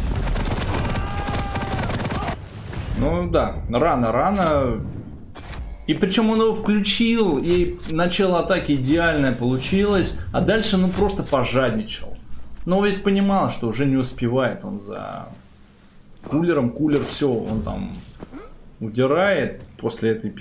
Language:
Russian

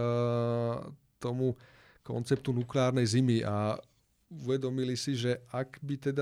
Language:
Slovak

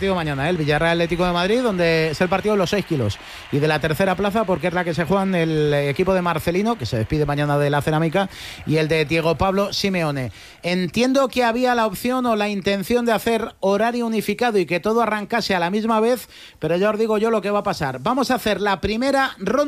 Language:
Spanish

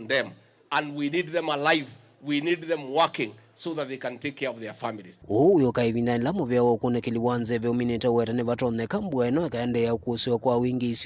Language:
Kamba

